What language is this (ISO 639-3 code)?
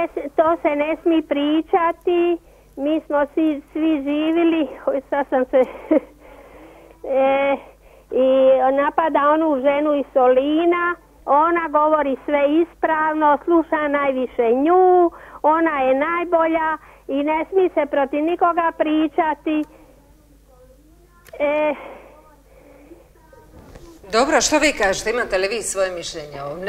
hrv